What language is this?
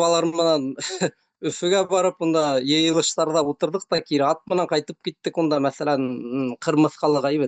Bashkir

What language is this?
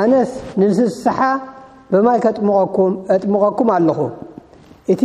Tigrinya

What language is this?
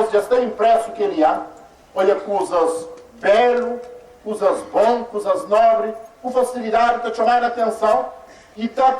Kabuverdianu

